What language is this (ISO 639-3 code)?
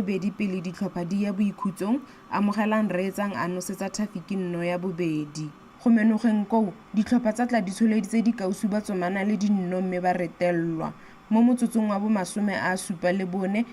tsn